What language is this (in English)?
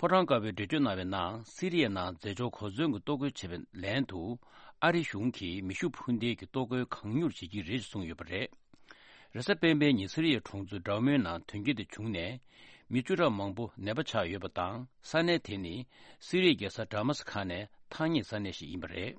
Tibetan